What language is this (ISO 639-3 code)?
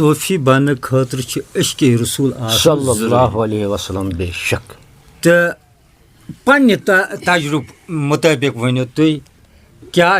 kas